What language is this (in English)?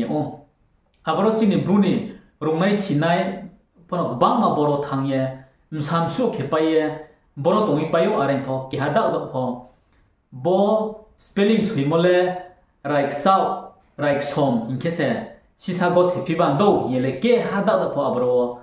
Riang (India)